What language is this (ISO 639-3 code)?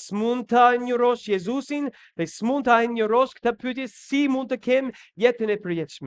sqi